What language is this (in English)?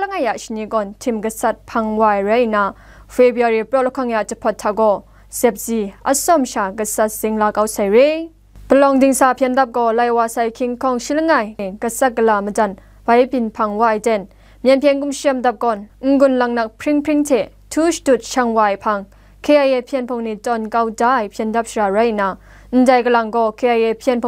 Kachin